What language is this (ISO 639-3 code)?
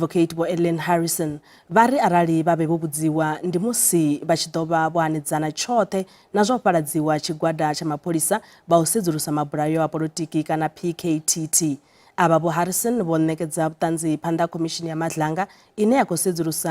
ven